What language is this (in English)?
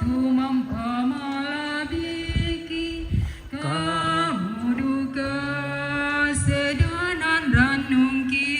Toraja-Sa'dan